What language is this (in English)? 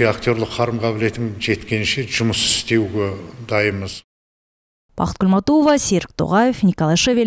Kazakh